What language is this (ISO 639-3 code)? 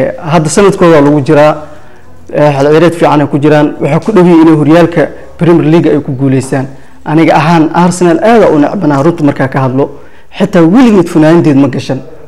som